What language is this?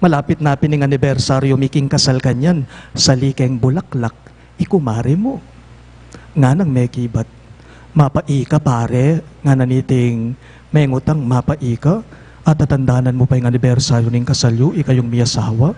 Pampanga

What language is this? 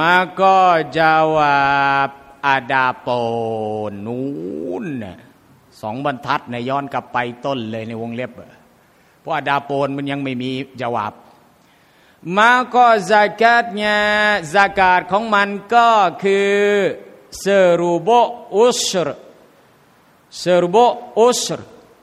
Thai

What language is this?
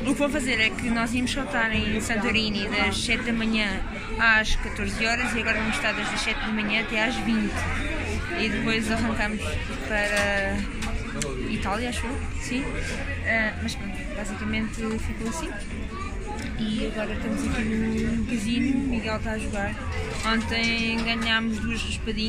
Portuguese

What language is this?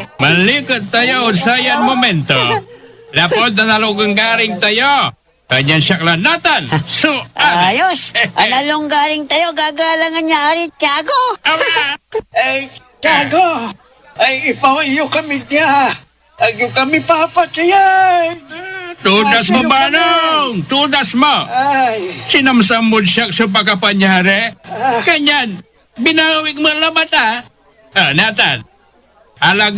Pangasinan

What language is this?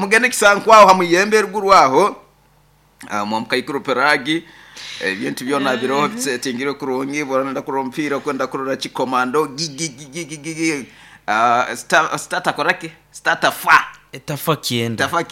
Nyoro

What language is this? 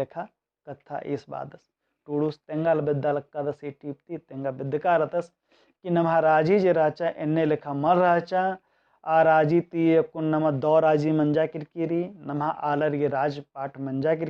Kurukh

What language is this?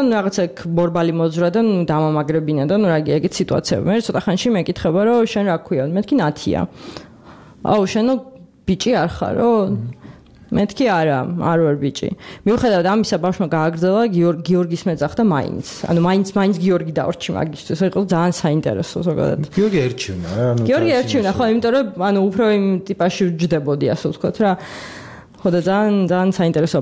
Georgian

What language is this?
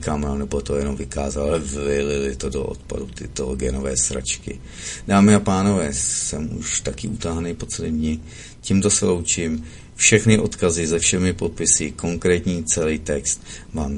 Czech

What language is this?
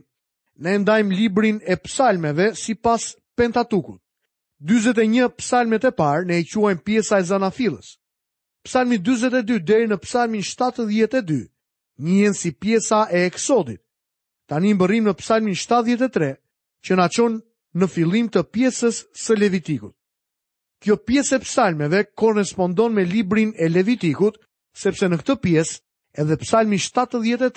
Albanian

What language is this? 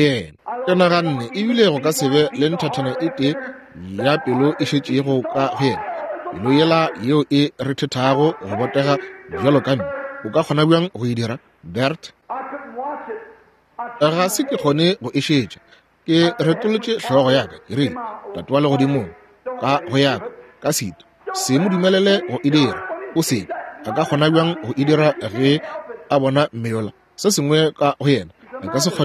Northern Sotho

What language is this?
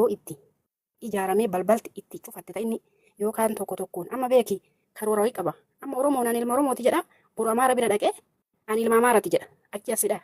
Oromo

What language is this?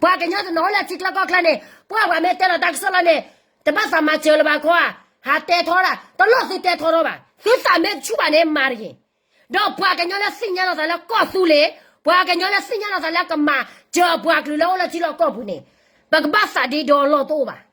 S'gaw Karen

